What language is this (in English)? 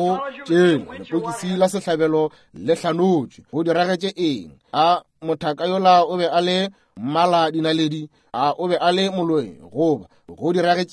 Northern Sotho